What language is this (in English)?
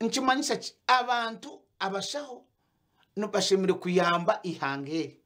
Nyankole